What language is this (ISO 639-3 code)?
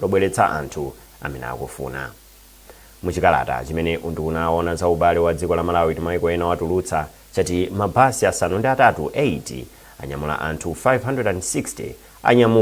nya